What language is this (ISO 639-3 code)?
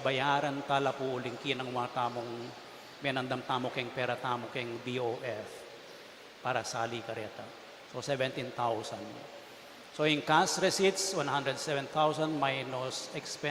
pam